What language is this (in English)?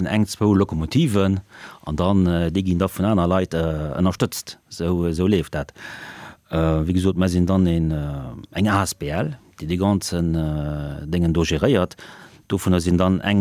Luxembourgish